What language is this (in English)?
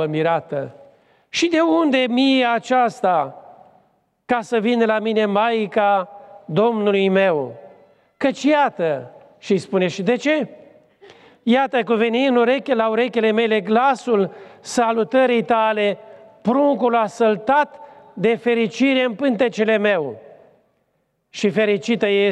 Romanian